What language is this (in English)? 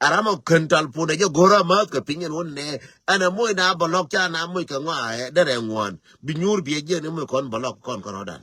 Nuer